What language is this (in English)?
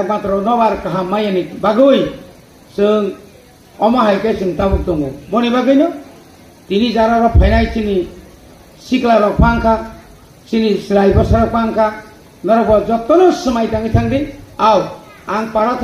Kok Borok